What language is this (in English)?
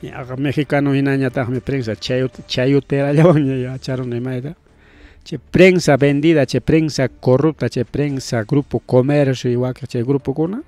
Ayacucho Quechua